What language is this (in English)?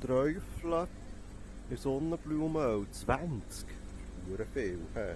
Swiss German